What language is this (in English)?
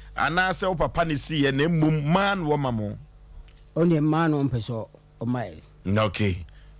Akan